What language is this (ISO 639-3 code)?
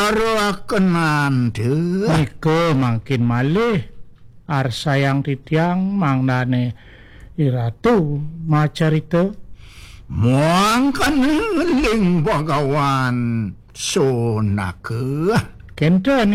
ban